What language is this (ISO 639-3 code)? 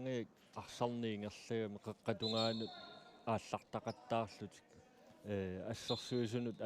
kal